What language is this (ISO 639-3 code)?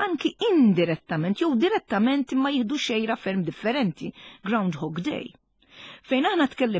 mlt